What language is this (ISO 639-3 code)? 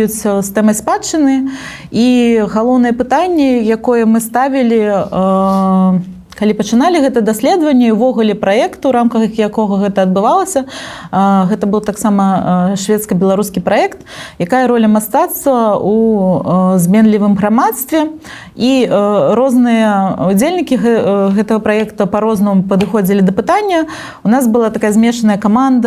bel